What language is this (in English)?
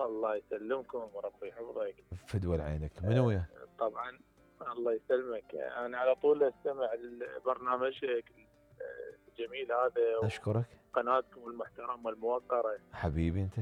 Mesopotamian Arabic